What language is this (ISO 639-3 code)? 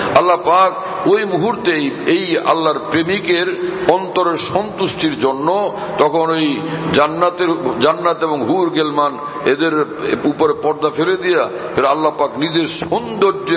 ben